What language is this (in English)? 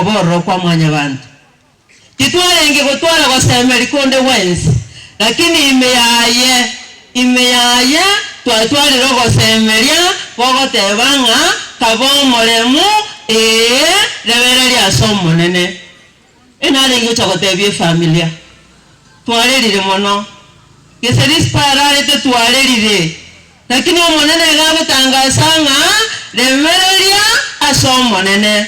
Gusii